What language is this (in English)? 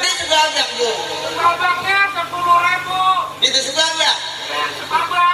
Betawi